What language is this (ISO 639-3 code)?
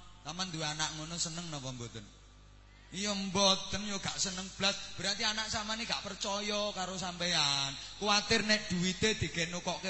jav